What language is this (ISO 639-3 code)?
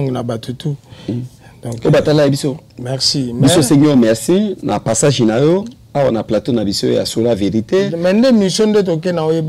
lin